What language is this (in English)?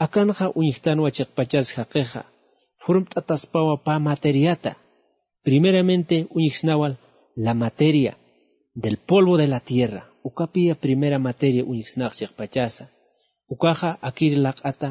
Aymara